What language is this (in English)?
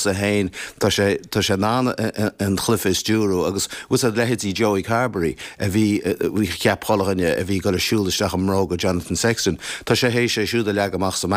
Irish